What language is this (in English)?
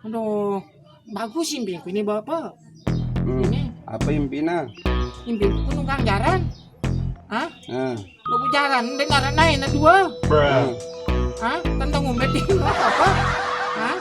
Sasak